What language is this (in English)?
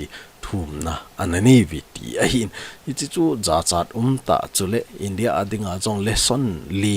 Thado Chin